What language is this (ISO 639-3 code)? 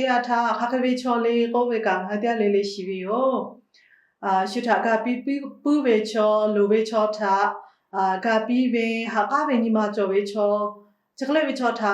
lhu